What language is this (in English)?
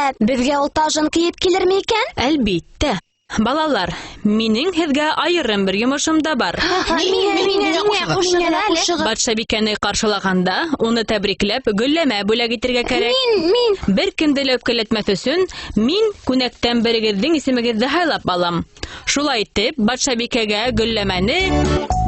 Bashkir